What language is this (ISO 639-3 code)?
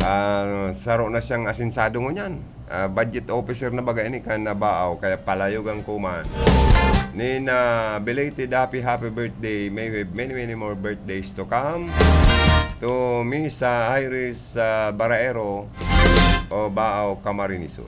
bik